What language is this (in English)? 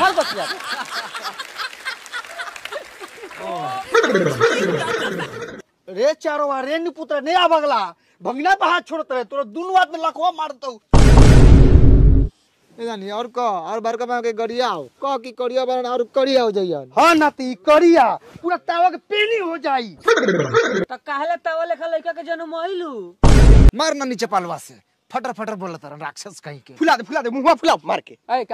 Bhojpuri